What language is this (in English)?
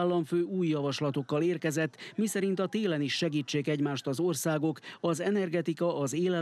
Hungarian